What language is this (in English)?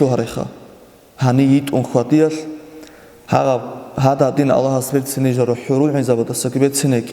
Avaric